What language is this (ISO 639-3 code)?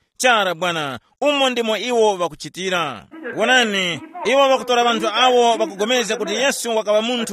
tum